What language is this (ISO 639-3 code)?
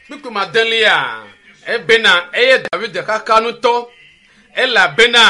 ewe